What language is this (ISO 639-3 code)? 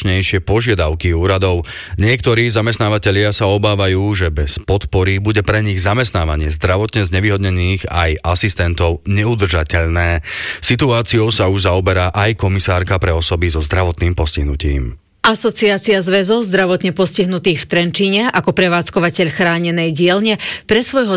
slk